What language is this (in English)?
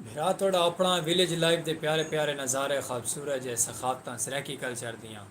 Saraiki